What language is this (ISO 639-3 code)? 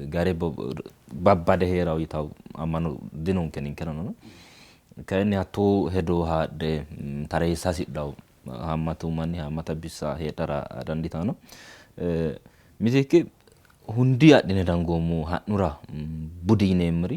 sid